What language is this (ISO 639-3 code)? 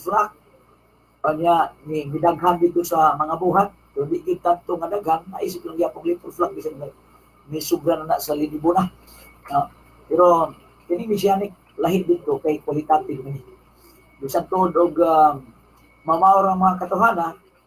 ceb